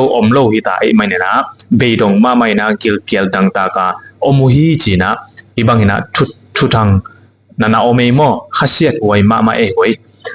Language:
Tedim Chin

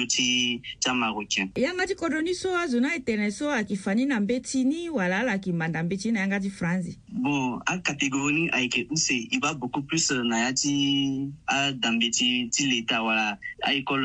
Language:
Sango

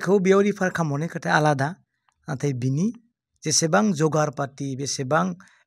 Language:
Bodo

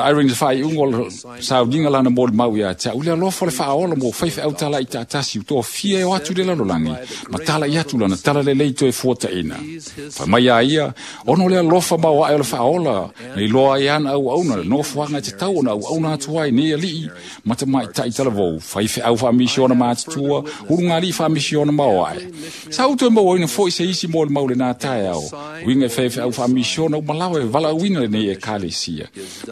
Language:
Samoan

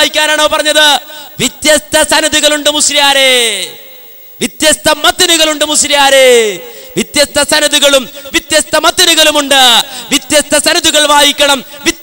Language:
Malayalam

